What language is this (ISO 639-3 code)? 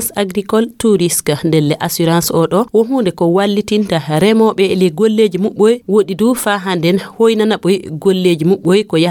ful